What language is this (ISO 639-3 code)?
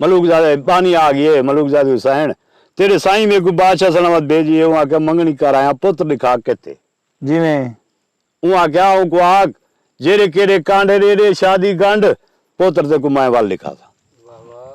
skr